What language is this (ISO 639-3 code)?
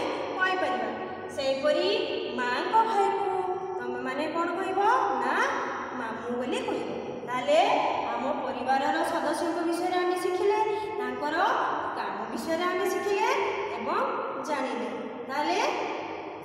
ori